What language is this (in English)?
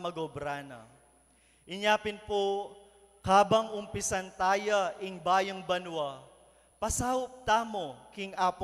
Pampanga